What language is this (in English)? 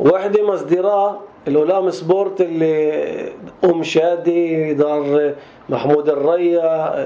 North Levantine Arabic